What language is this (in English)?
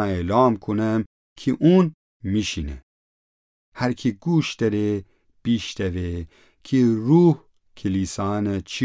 Gilaki